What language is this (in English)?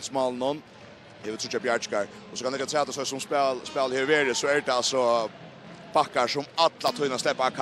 Faroese